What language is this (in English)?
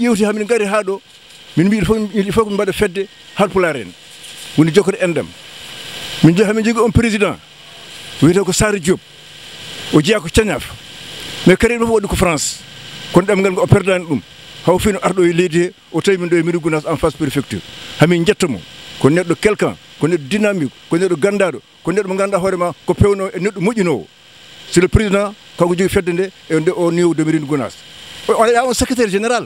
Fula